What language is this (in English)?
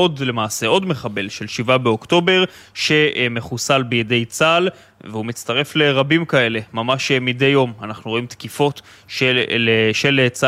Hebrew